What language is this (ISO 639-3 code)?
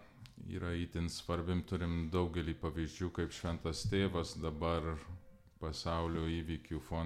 lit